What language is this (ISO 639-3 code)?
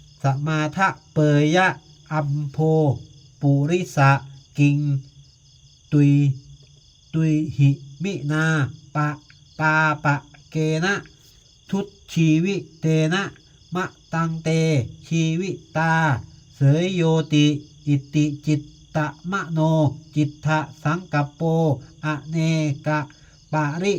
pli